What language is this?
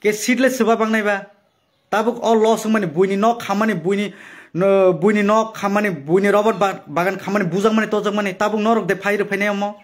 Kok Borok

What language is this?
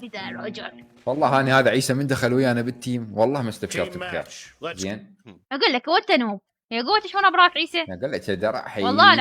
Mesopotamian Arabic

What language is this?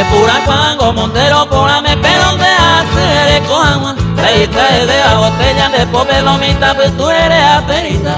Guarani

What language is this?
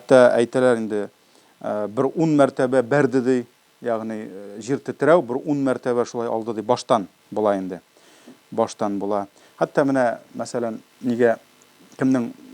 Tatar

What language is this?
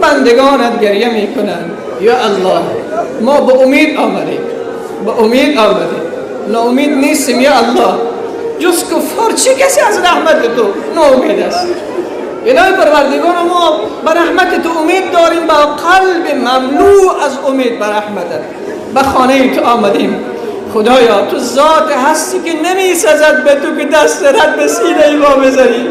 Persian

